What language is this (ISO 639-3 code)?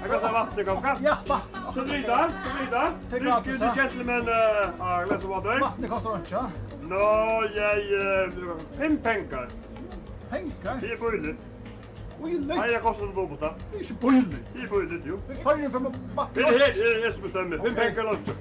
fao